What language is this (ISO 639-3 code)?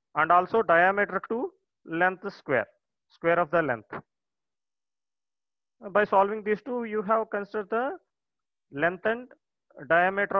eng